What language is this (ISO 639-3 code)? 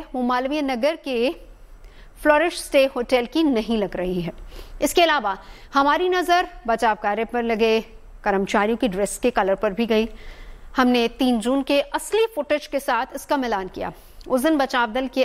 hin